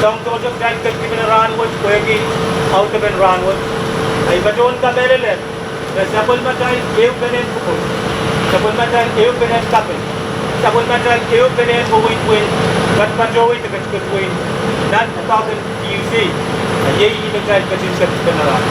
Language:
Pohnpeian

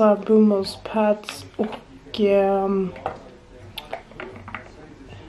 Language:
Swedish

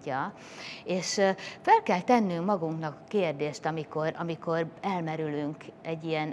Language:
Hungarian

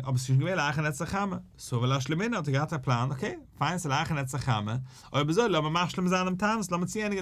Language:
Yiddish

